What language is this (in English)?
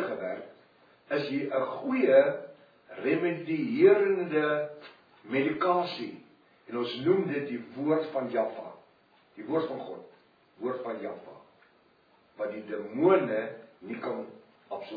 Afrikaans